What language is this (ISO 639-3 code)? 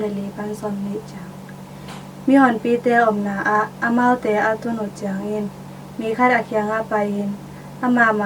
ctd